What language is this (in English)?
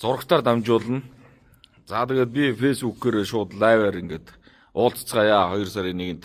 Mongolian